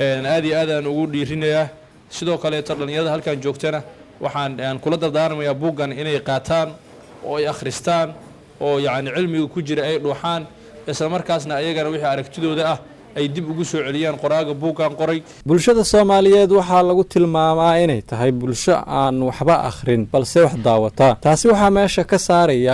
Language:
Somali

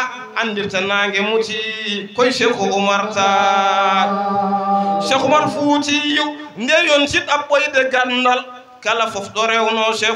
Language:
Fula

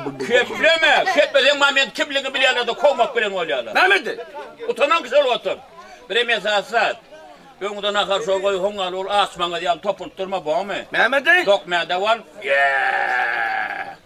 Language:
Turkmen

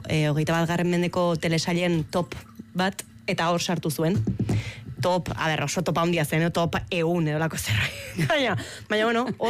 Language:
Basque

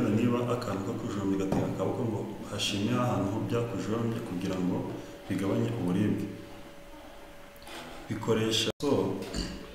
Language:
Kinyarwanda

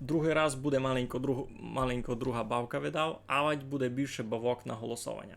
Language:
Rusyn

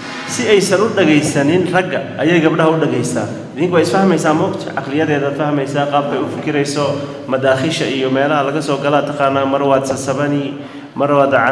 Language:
Somali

